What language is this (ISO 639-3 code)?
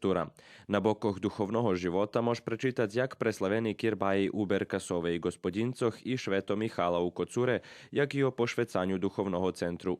rue